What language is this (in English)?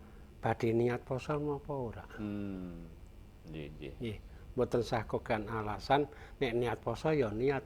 Javanese